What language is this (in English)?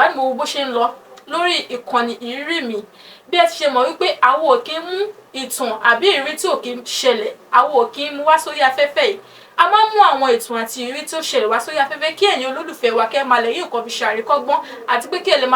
Yoruba